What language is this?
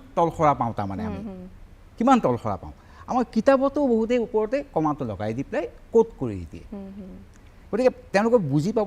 Assamese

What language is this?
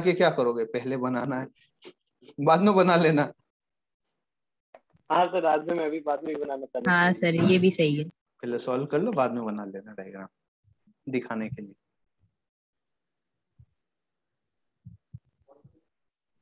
Hindi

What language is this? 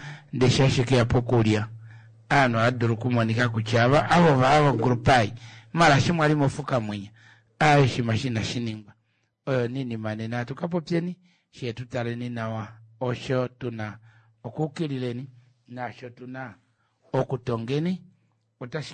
Kuanyama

